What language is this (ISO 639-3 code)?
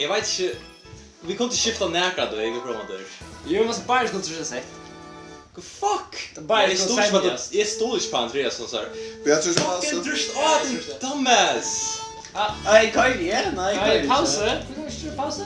fao